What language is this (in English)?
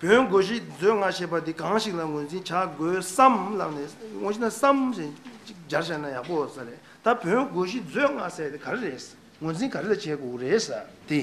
Tibetan